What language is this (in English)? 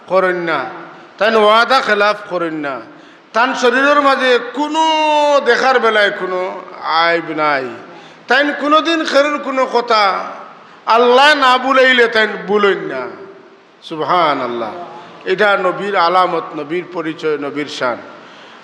Sylheti